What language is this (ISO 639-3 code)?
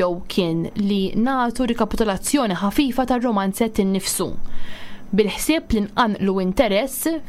mlt